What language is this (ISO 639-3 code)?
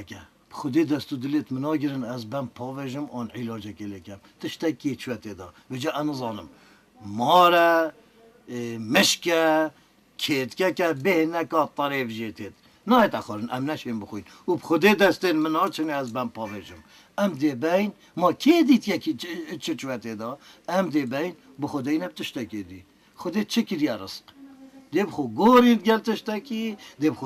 kur